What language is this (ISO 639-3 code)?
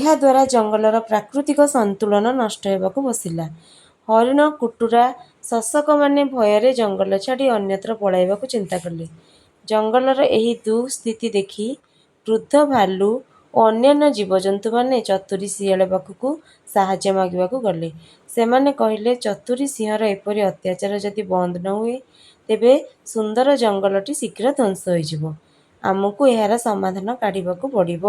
ori